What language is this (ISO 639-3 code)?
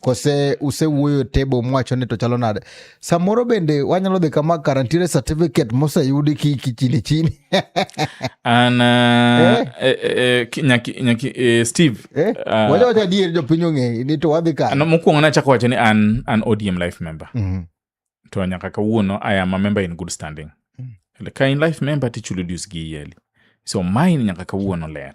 luo